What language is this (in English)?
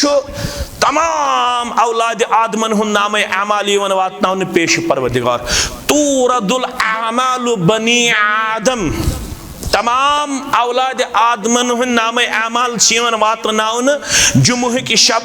Kashmiri